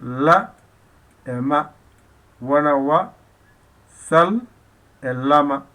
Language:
Fula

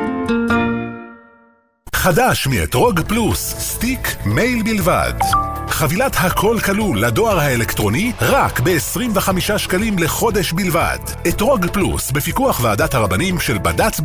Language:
Hebrew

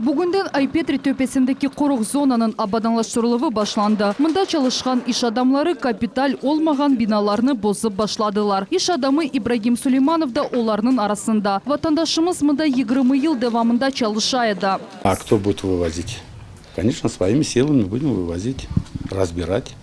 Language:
Crimean Tatar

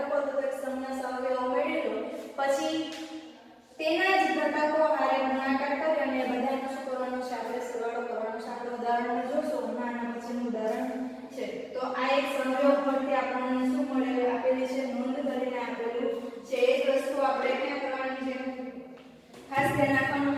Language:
Gujarati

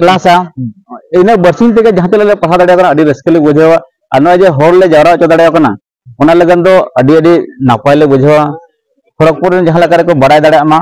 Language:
Santali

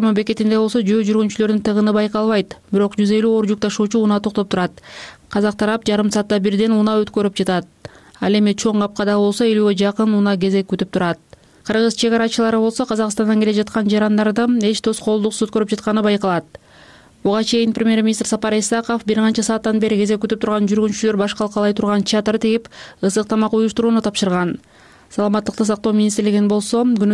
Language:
Kyrgyz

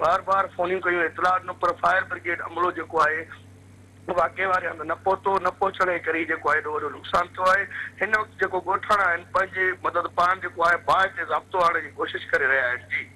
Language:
Sindhi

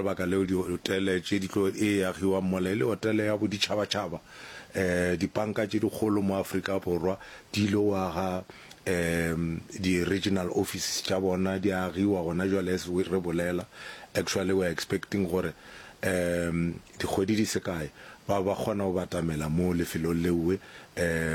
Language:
Northern Sotho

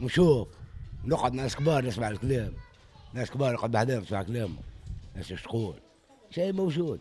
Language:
Tunisian Arabic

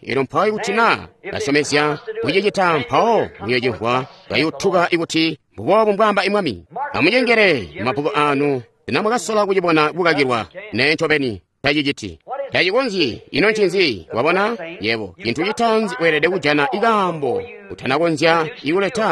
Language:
Tonga (Zambia)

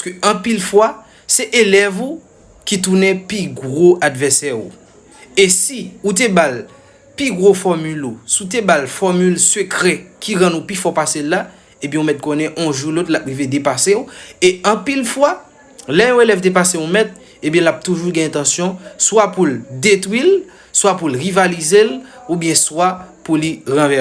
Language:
Haitian Creole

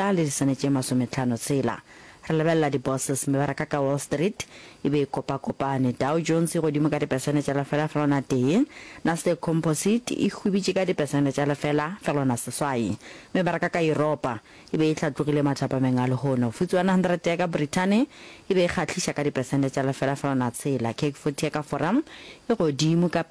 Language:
Northern Sotho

